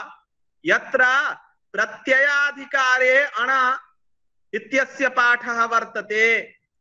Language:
Sanskrit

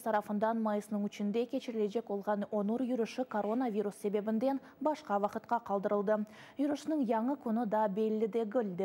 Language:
Crimean Tatar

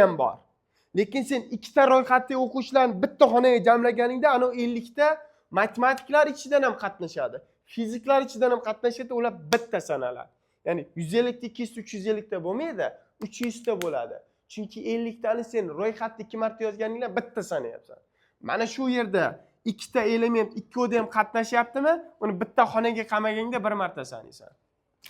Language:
Uzbek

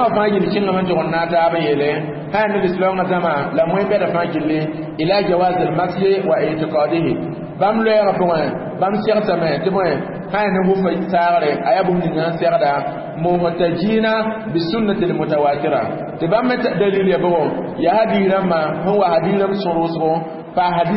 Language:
Mossi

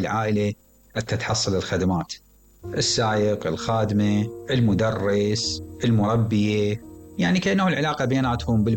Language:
Mesopotamian Arabic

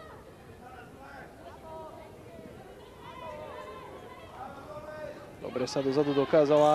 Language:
Slovak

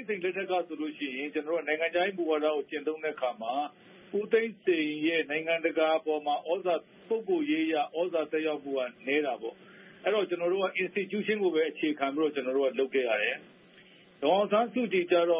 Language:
Burmese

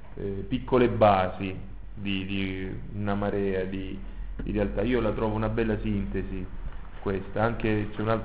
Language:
Italian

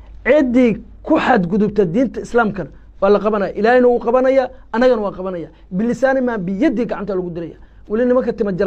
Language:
Somali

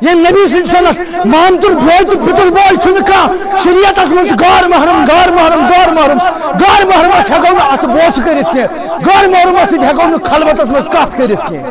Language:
Kashmiri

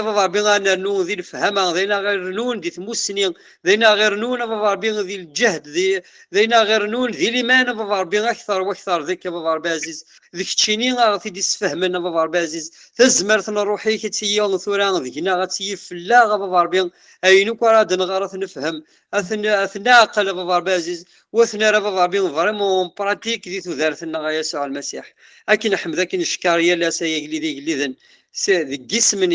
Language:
Kabyle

